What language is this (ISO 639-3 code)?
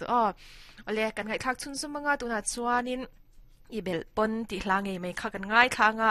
lus